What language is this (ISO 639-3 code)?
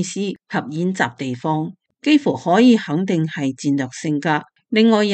yue